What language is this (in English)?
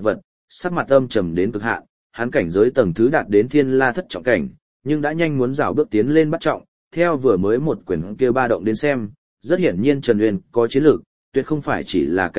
Vietnamese